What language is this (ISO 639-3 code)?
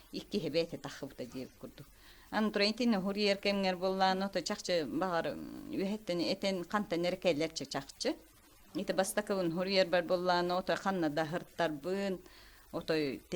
sah